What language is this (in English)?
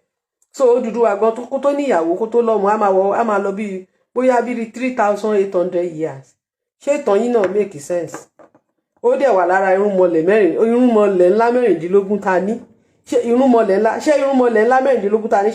Yoruba